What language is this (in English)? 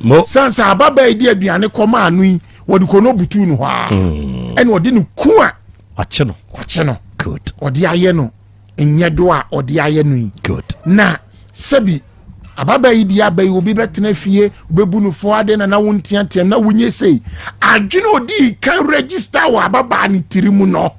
Akan